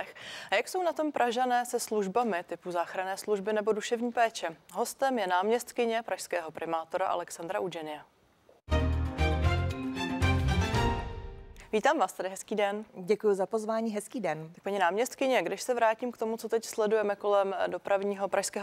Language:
Czech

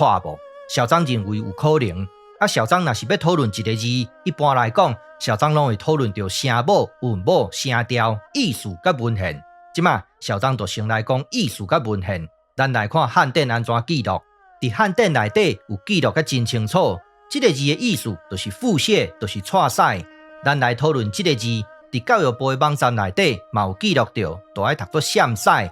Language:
Min Nan Chinese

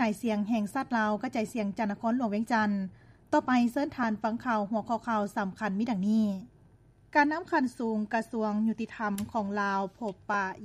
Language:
Lao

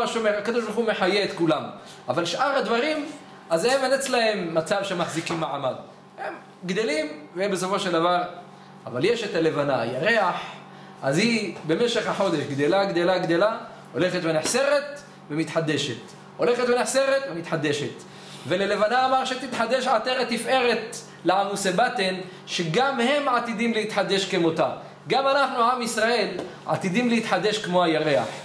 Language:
Hebrew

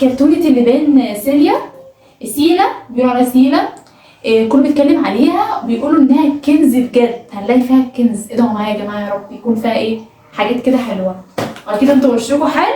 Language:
Egyptian Arabic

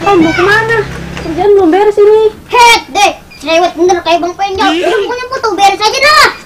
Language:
Betawi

